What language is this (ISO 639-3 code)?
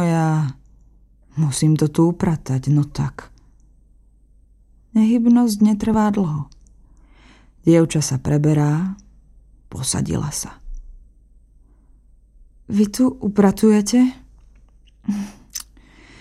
slk